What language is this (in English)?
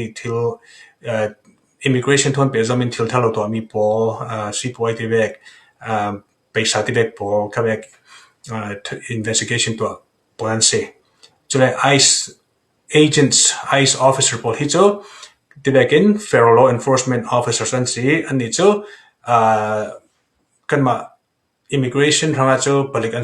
Falam Chin